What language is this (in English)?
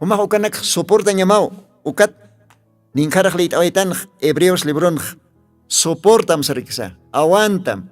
Aymara